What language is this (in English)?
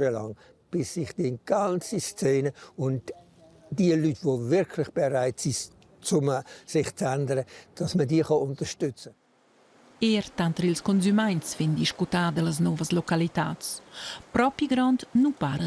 Romansh